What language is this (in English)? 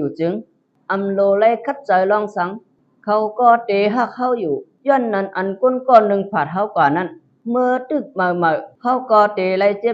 Shan